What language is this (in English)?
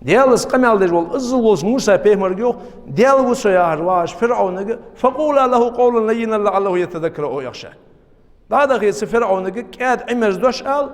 Ingush